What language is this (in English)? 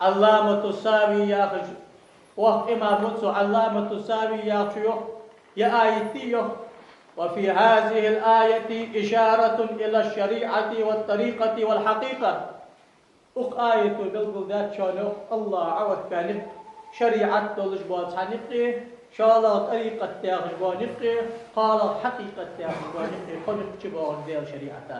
Ingush